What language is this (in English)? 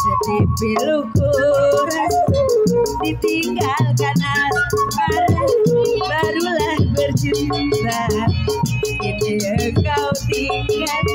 Betawi